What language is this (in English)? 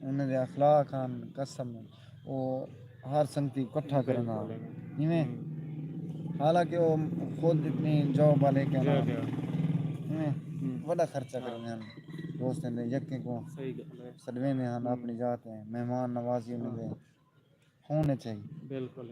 Saraiki